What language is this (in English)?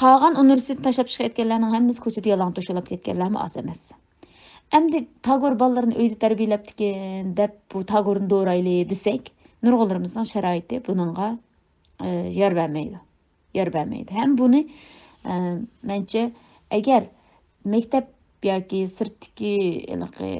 Uyghur